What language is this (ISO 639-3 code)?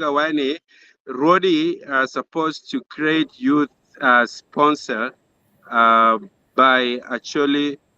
ach